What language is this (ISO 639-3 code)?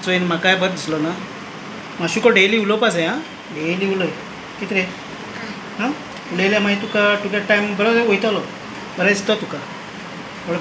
kok